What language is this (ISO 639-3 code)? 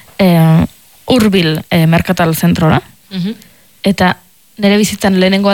eus